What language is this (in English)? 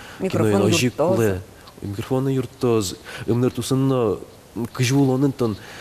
Udmurt